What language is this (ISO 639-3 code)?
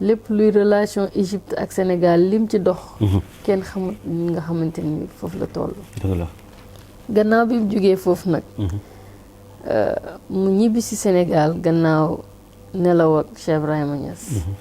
wol